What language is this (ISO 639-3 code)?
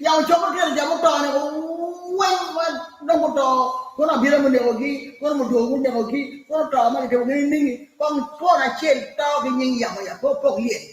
ach